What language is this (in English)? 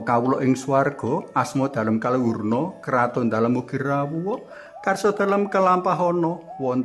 Javanese